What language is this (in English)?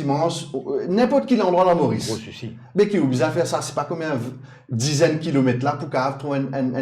Morisyen